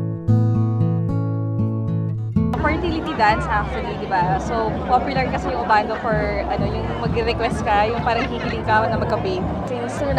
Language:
Filipino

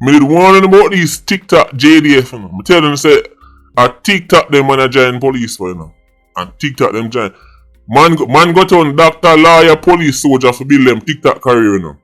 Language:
Jamaican Creole English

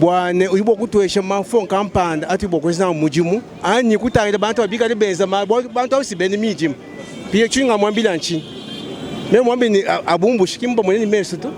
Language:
Luba-Lulua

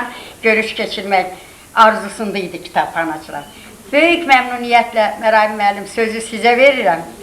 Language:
Azerbaijani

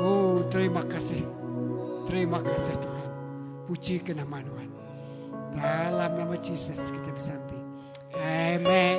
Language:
Iban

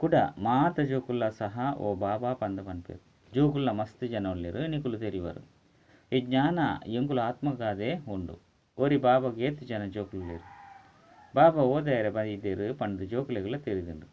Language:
Tulu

